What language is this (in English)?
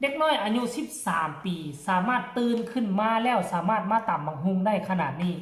Northeastern Thai